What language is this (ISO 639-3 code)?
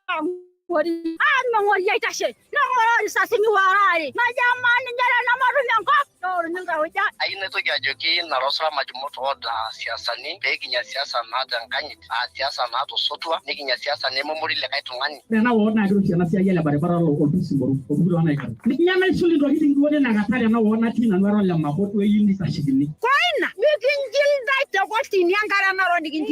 mas